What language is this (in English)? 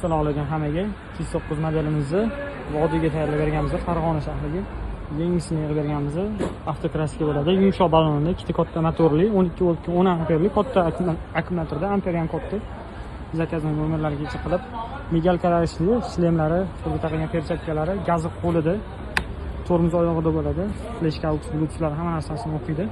Uzbek